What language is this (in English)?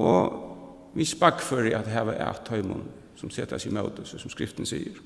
Faroese